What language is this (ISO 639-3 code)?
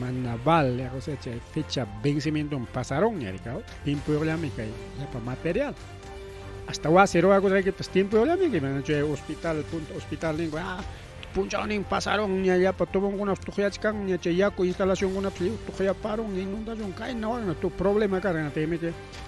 quy